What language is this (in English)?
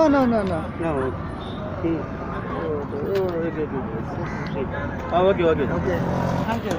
Khasi